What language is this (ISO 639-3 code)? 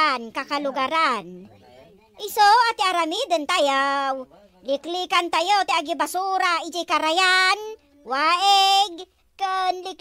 ilo